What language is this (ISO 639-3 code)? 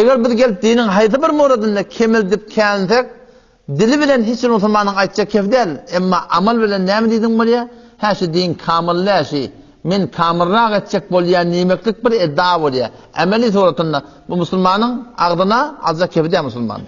tuk